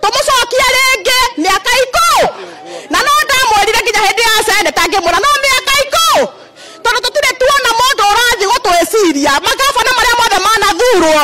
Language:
Kikuyu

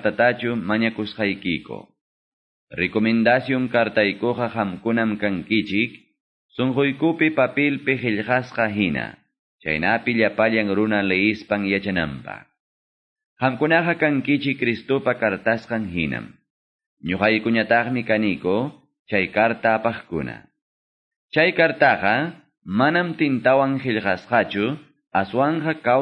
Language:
Quechua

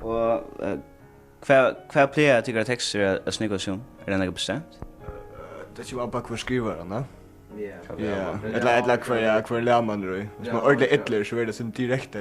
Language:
Faroese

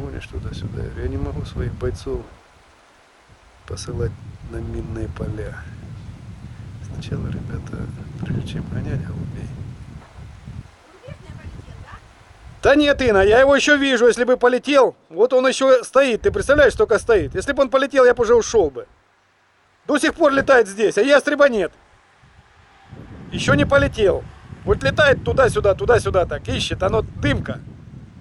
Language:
Russian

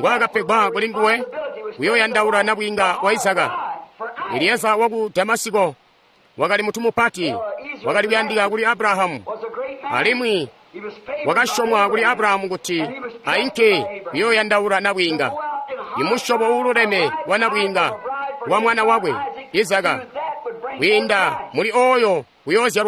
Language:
Tonga (Zambia)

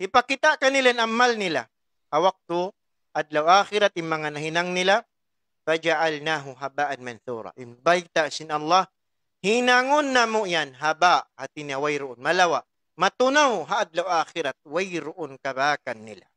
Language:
Tausug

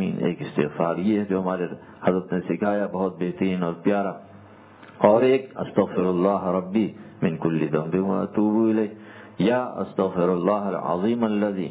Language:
Urdu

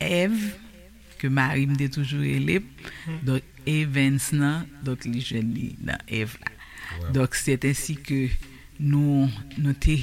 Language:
Haitian Creole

